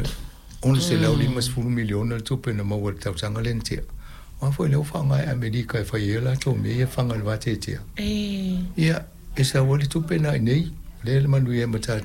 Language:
Samoan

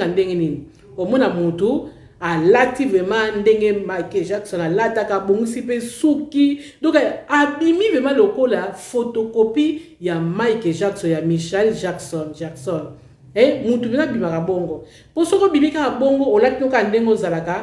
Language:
Lingala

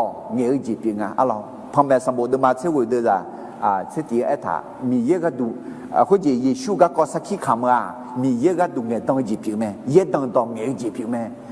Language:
Akha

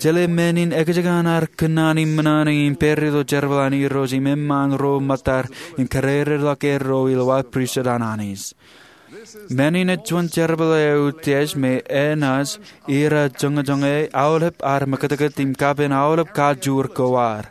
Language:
Marshallese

